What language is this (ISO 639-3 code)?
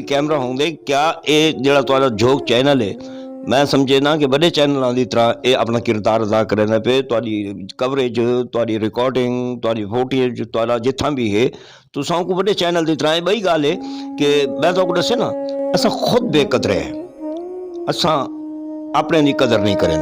skr